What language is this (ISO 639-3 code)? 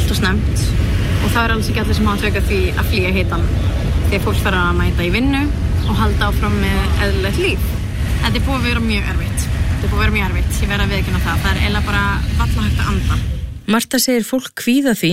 isl